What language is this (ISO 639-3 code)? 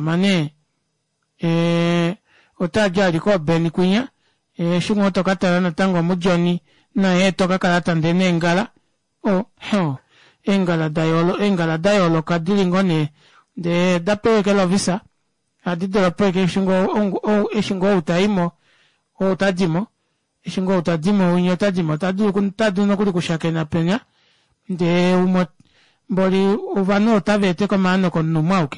kua